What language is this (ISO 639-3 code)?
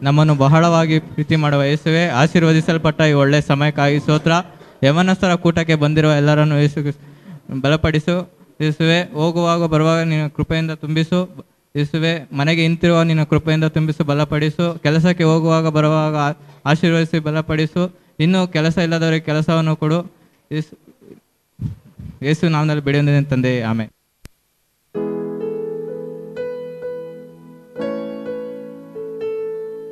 kan